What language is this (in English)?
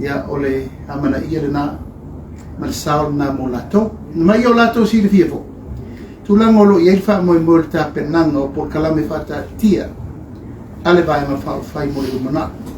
Samoan